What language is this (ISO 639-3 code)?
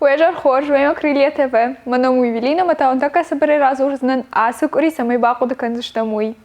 oss